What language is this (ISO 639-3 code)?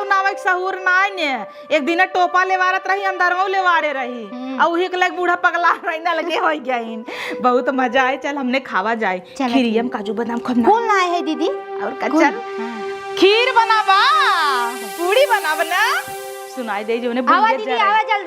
awa